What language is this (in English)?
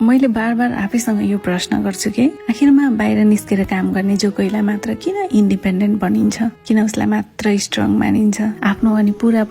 Nepali